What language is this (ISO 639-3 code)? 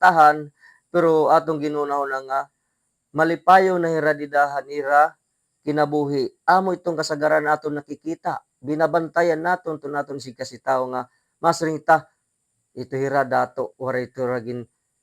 war